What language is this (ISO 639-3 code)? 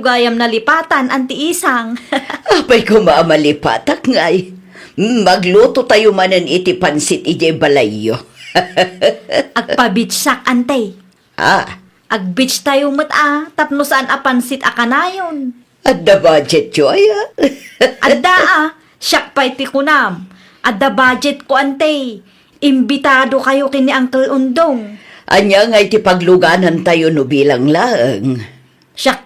ilo